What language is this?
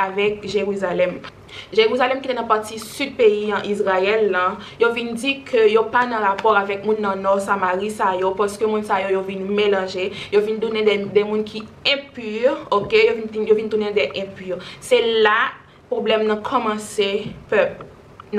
Haitian Creole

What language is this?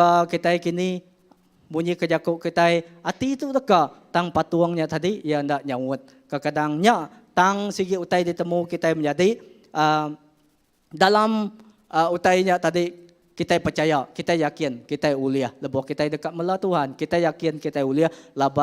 Iban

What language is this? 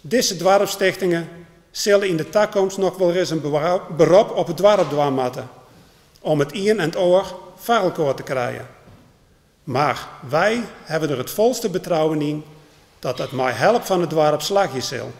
Western Frisian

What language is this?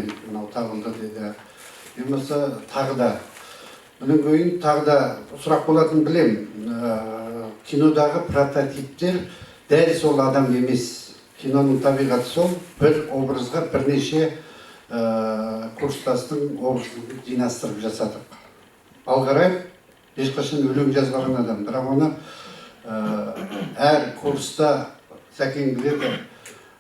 Kazakh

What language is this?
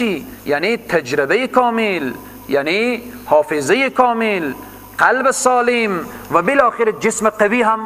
Persian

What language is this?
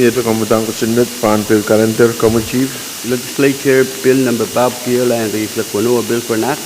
Pohnpeian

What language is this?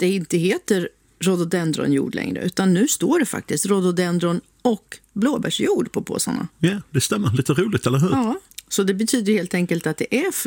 Swedish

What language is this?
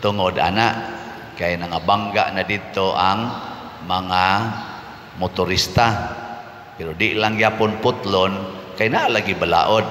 Cebuano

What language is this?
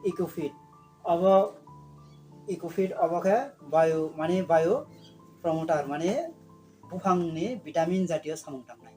Kok Borok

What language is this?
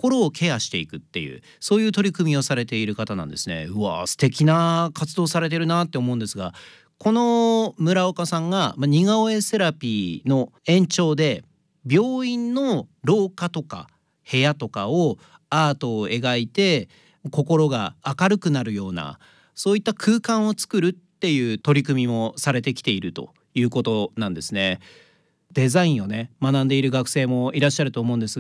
Japanese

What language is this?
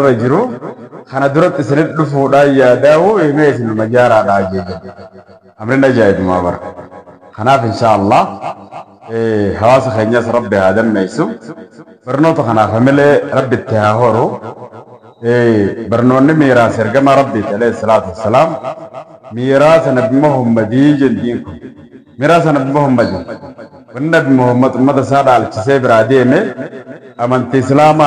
Oromo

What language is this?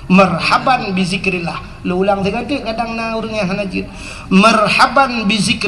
Achinese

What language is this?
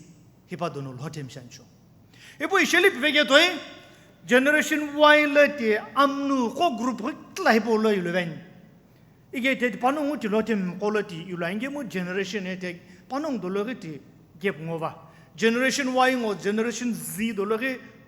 Sumi Naga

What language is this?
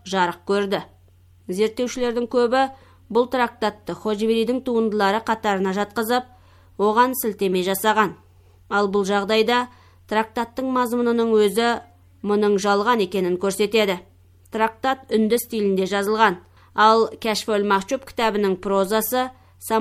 Kazakh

